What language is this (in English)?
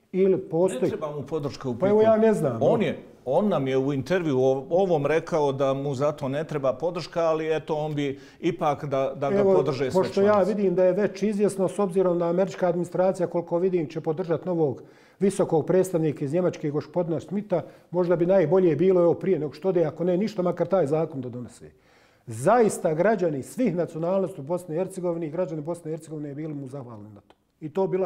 Bosnian